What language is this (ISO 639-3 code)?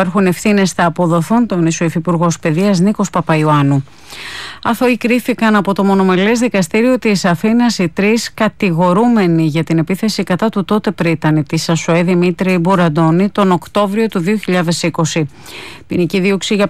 ell